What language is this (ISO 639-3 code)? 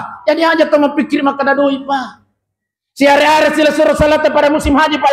bug